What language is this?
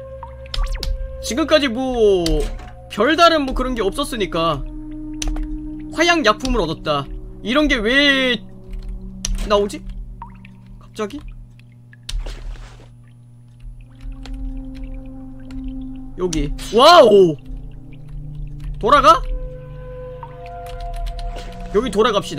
Korean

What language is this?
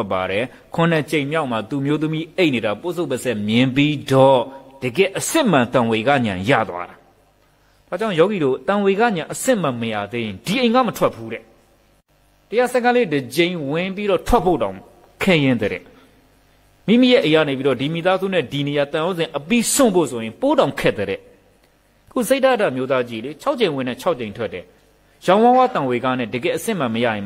Burmese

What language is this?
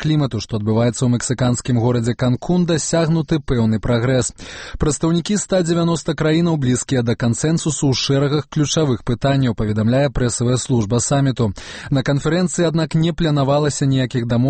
Belarusian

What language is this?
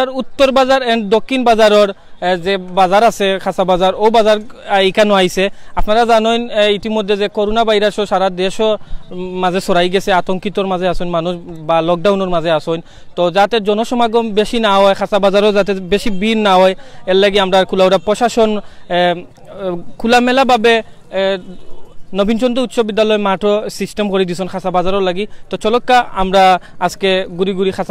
Sylheti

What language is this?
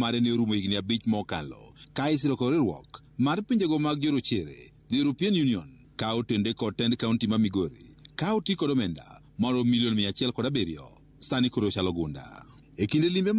Luo (Kenya and Tanzania)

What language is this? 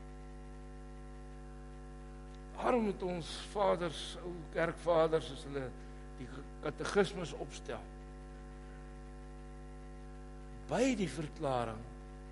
Afrikaans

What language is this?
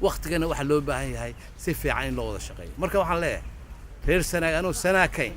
Somali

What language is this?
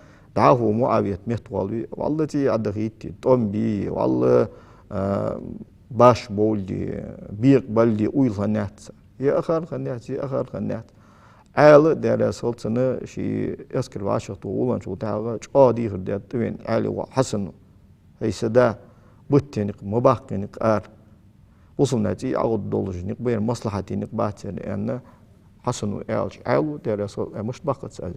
Ingush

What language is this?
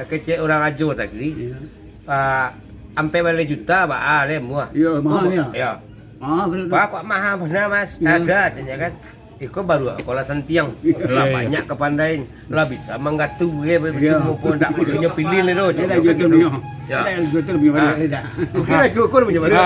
Minangkabau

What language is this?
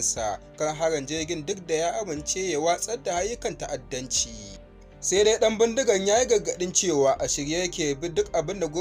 Hausa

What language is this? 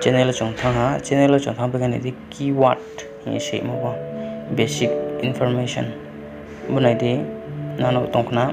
Riang (India)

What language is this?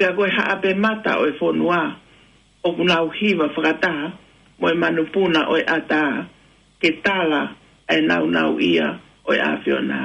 Tongan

